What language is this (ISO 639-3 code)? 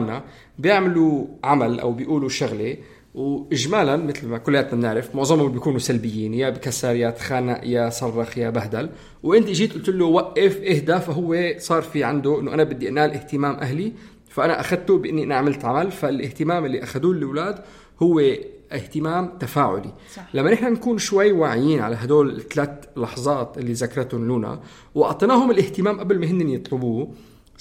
apc